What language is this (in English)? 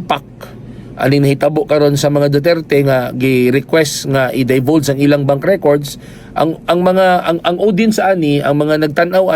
Cebuano